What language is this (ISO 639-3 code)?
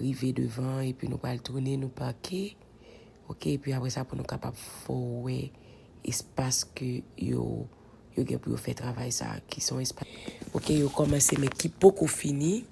hat